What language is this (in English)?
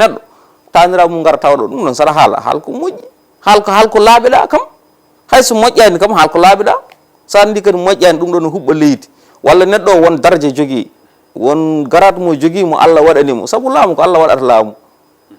Fula